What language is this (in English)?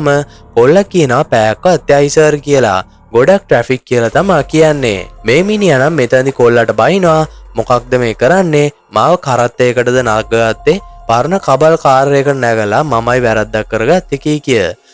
Sinhala